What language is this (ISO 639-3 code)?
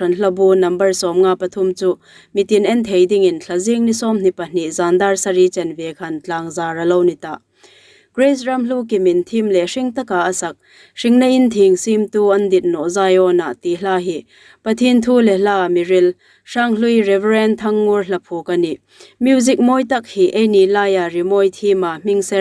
hmr